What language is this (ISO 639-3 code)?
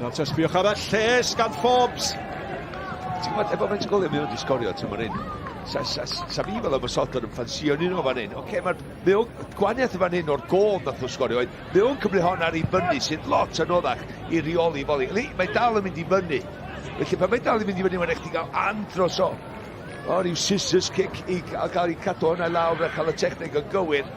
cym